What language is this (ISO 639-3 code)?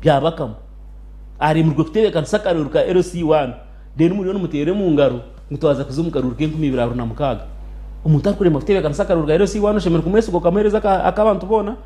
nyn